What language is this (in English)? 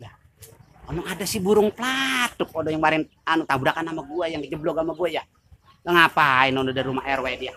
Betawi